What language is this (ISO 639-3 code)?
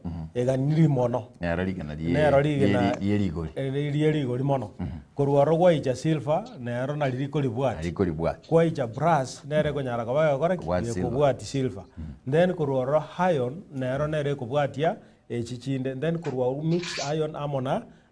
guz